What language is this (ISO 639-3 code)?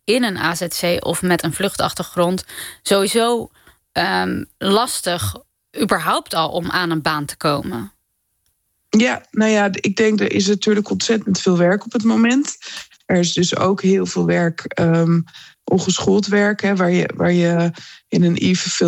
nld